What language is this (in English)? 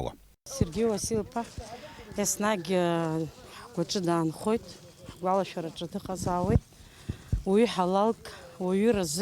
Abkhazian